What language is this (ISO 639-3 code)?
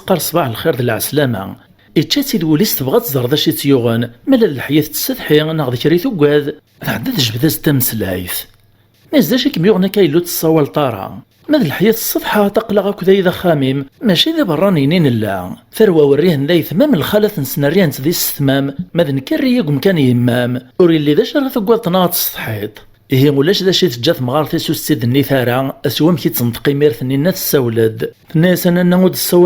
kab